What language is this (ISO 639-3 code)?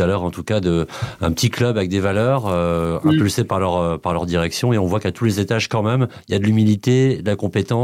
fra